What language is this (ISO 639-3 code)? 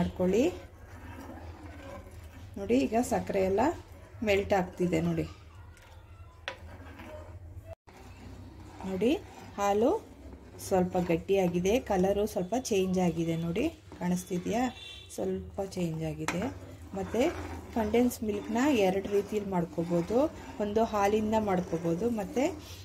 kan